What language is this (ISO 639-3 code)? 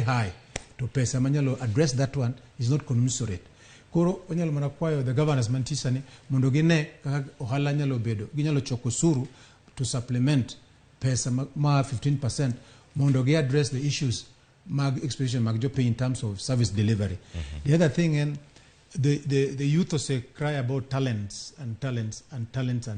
luo